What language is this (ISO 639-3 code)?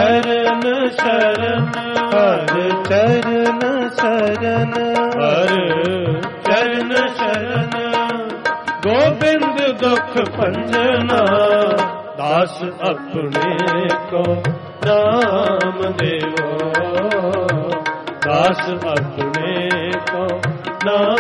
pan